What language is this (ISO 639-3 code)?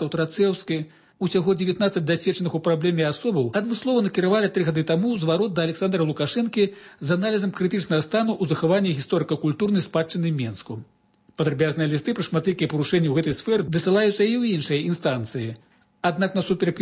bel